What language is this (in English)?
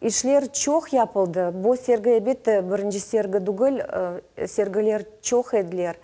Crimean Tatar